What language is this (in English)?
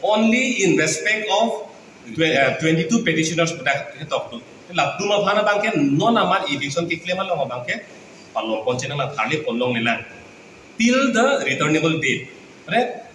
Karbi